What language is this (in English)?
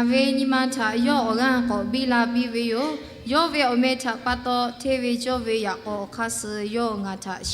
Lahu